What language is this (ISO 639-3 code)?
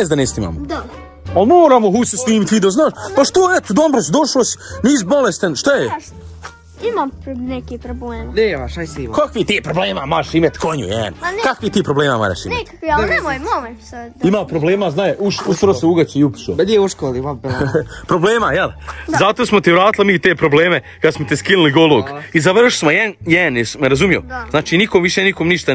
hrv